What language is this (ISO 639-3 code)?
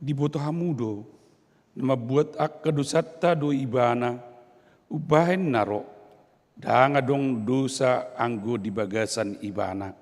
bbc